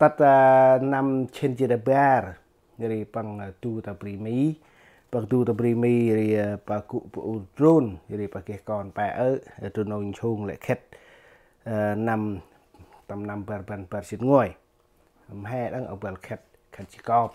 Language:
Central Mnong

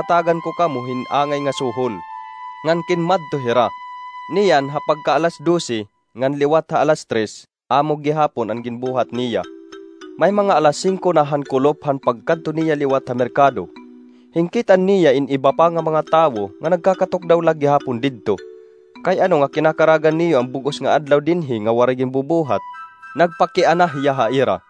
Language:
Waray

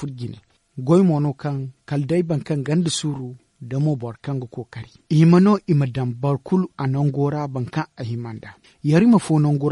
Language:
Zarma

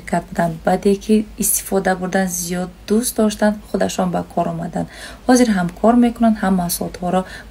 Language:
Tajik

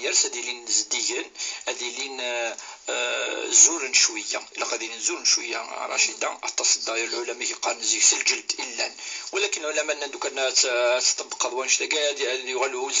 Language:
Kabyle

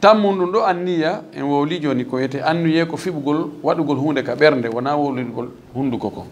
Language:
Fula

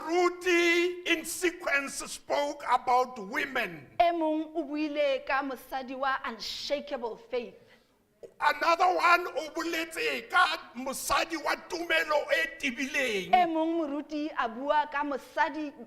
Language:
Southern Sotho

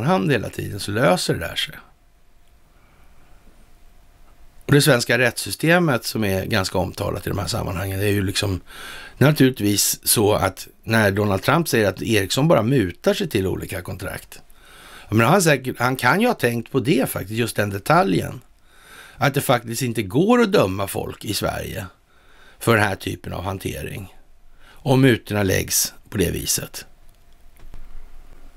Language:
Swedish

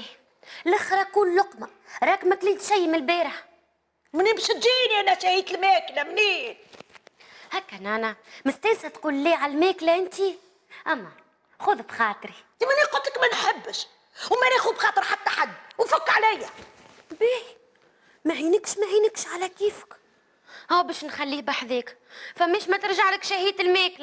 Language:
Tunisian Arabic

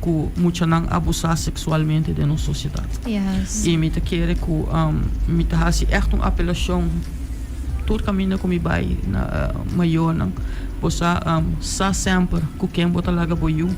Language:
Papiamento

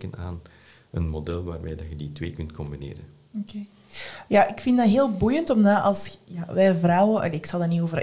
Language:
Dutch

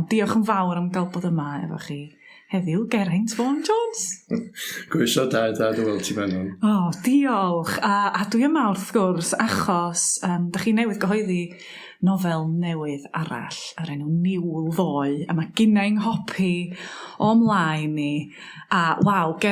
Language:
Welsh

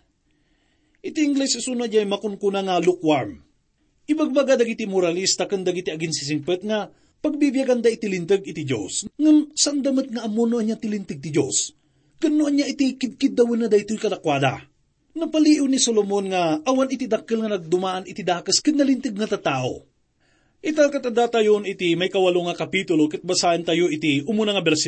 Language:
Iloko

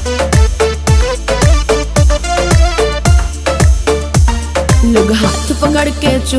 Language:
Bhojpuri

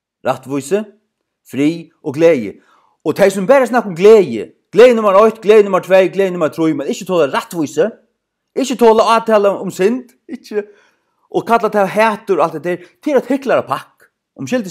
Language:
Faroese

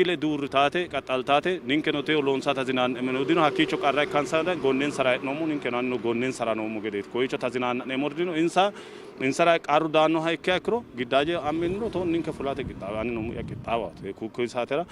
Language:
Sidamo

